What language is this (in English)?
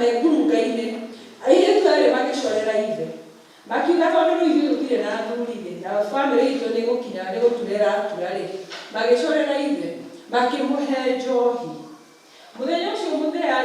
Kikuyu